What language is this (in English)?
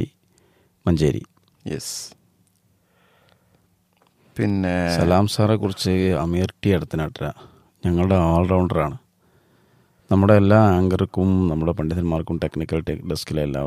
Malayalam